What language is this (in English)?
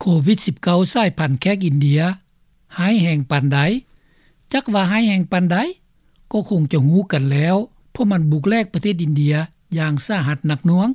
Lao